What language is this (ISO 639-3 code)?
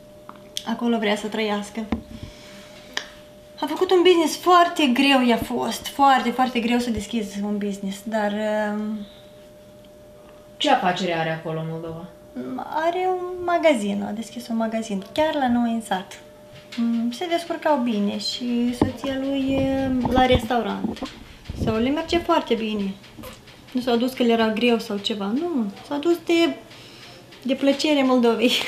ron